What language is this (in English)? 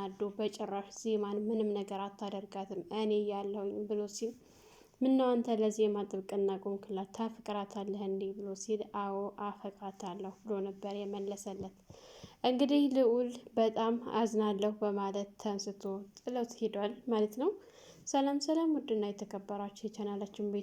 Amharic